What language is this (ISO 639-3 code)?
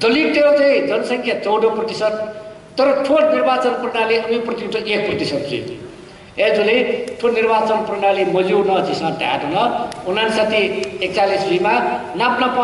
new